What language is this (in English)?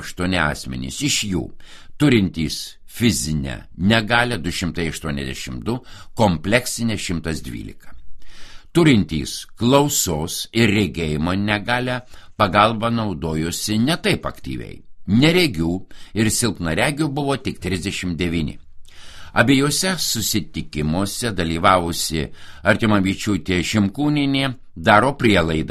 Lithuanian